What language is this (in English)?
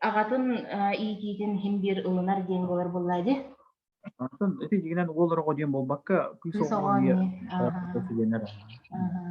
Yakut